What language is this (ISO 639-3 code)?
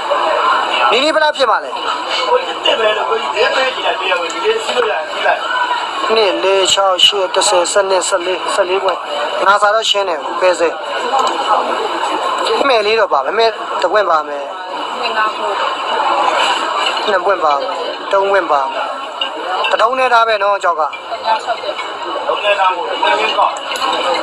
mya